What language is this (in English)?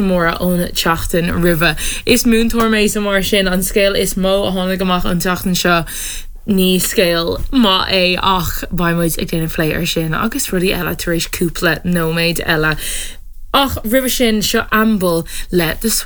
Irish